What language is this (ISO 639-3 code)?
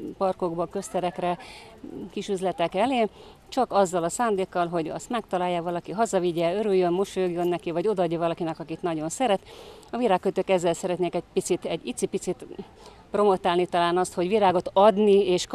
hun